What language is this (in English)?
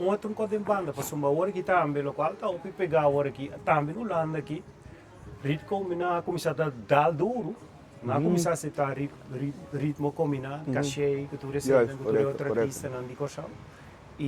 Papiamento